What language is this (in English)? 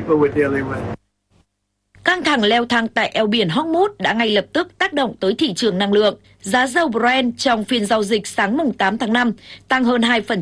Vietnamese